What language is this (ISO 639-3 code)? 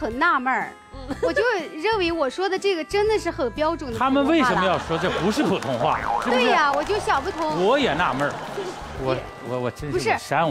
zho